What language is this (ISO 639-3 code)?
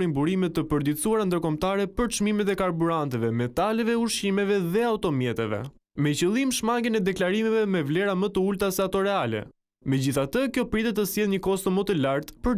sqi